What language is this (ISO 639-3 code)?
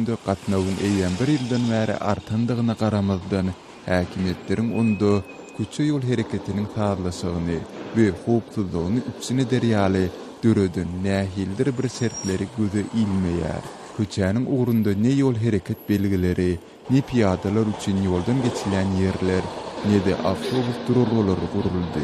tuk